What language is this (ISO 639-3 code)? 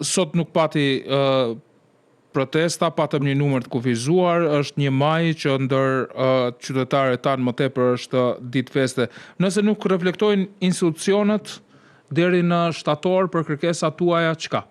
sqi